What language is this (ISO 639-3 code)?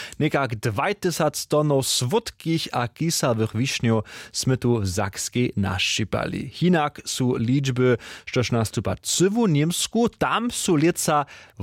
hsb